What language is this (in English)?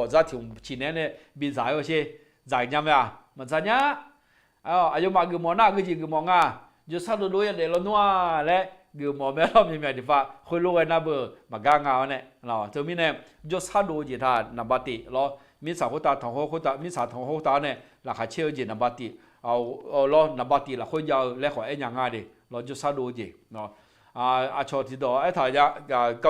Akha